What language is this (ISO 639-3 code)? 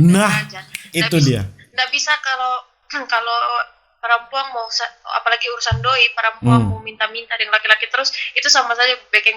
xmm